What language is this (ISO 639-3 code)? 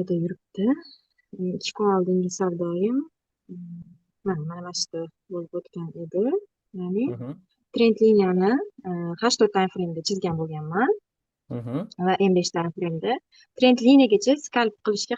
uzb